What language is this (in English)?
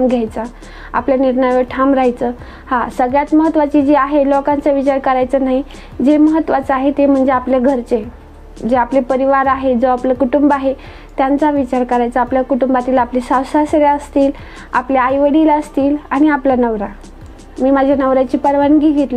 Marathi